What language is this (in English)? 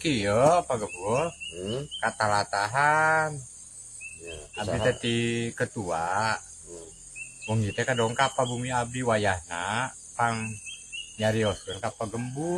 Sundanese